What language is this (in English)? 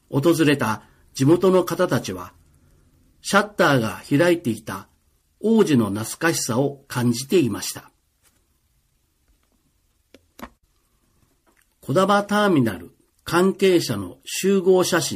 Japanese